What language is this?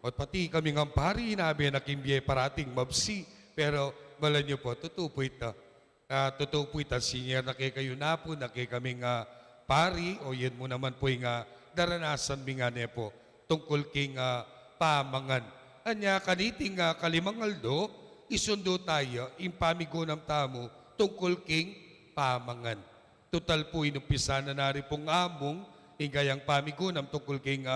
Pampanga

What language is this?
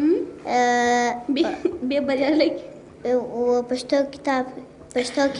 Pashto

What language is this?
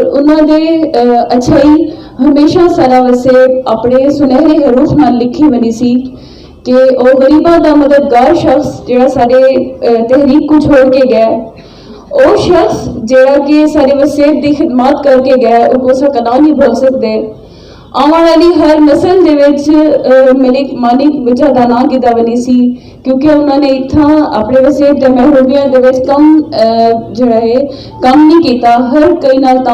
Saraiki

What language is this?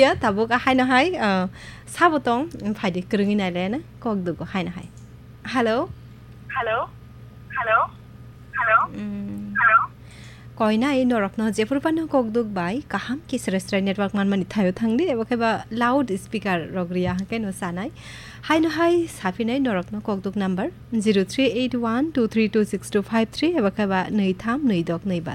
Kok Borok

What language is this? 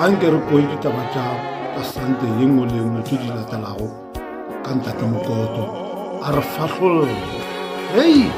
Northern Sotho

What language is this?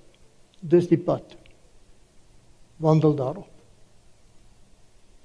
Afrikaans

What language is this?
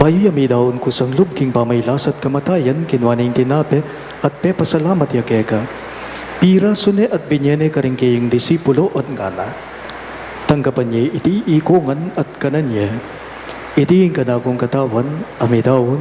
Pampanga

